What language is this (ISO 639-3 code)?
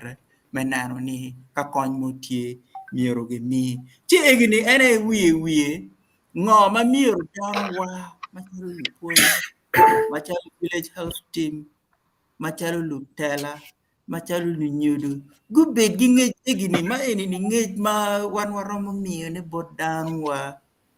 ach